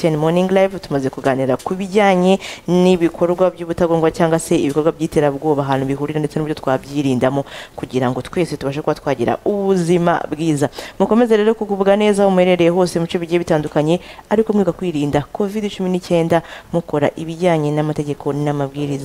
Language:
Kinyarwanda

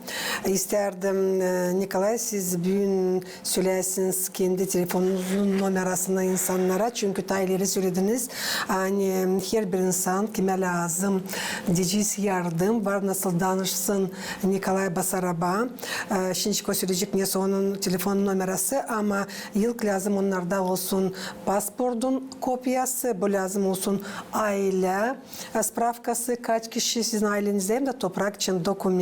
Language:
Gagauz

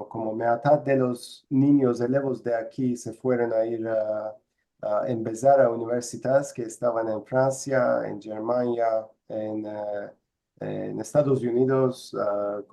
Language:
Ladino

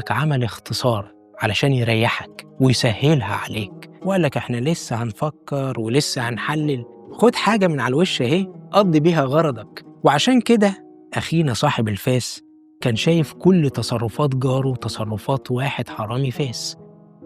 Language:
Egyptian Arabic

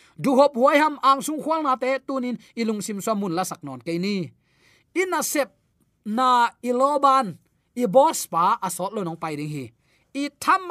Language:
Tedim Chin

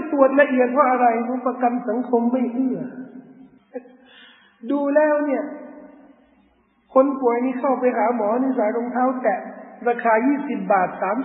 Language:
Thai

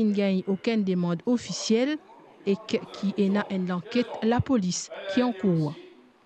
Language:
Morisyen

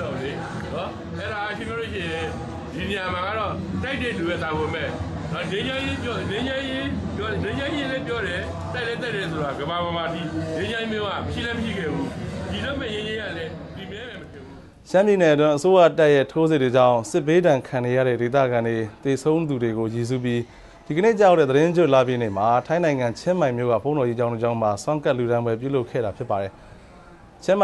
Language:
Burmese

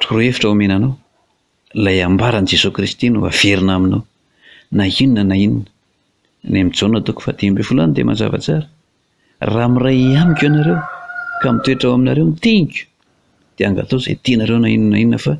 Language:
Malagasy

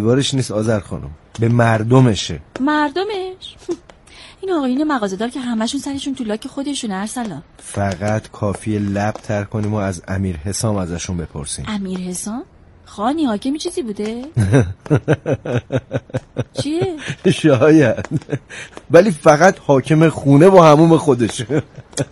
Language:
Persian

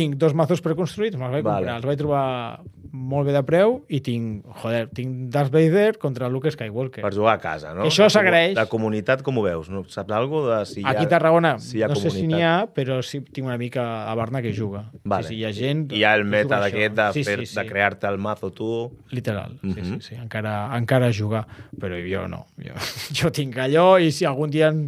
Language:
Catalan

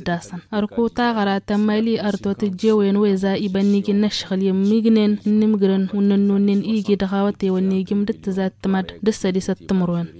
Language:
Tamasheq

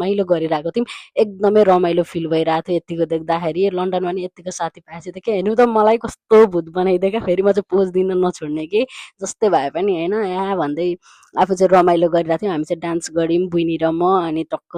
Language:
Nepali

